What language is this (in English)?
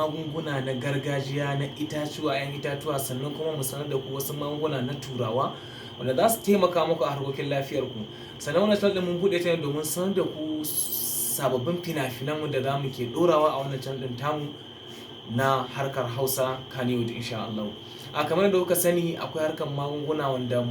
Hausa